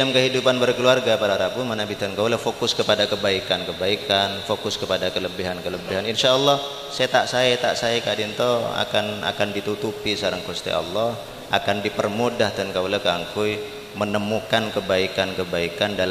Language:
Madurese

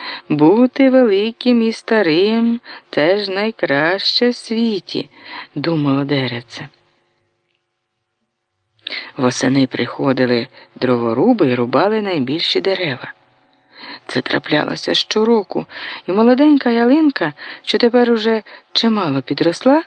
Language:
Ukrainian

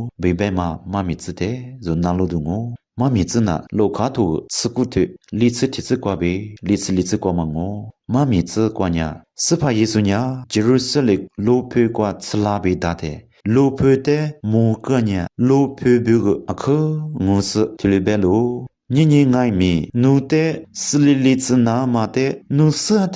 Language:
Lisu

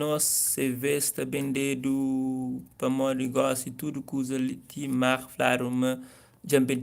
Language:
Kabuverdianu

